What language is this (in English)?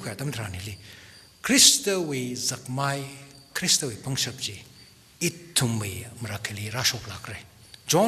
Tangkhul Naga (India)